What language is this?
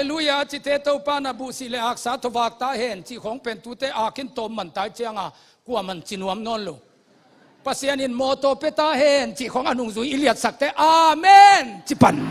Tedim Chin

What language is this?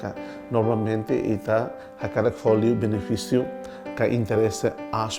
Tetum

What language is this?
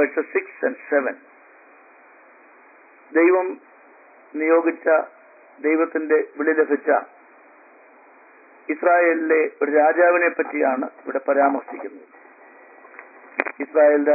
Malayalam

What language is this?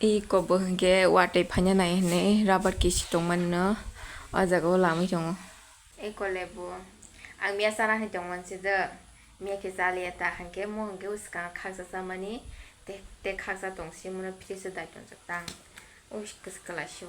Kok Borok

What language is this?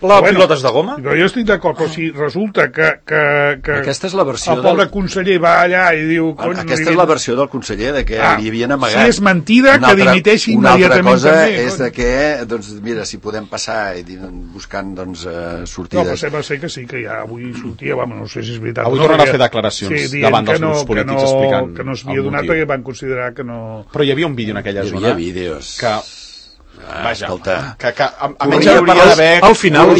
Catalan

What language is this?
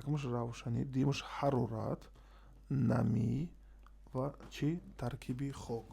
Tajik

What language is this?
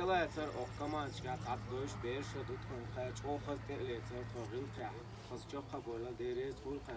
Chechen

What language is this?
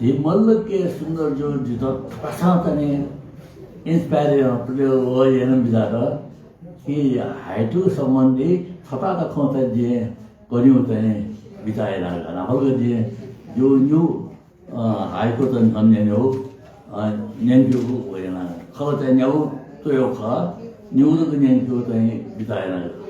Newari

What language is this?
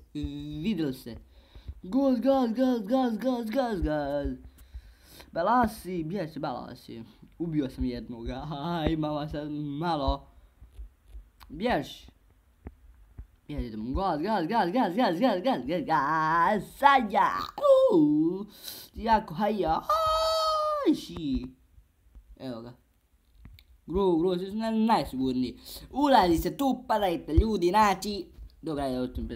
Bosnian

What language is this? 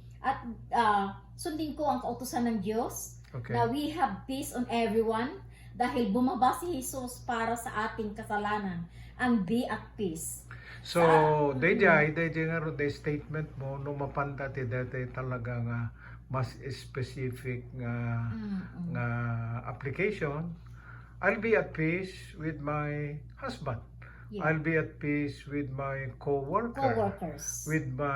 Iloko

